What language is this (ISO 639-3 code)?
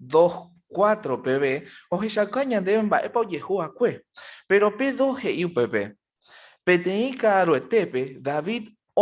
grn